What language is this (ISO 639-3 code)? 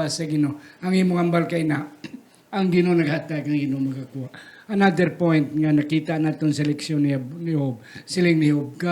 hil